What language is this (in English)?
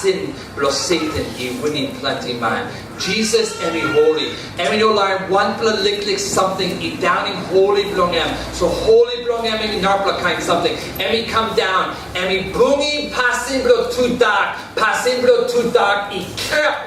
Tok Pisin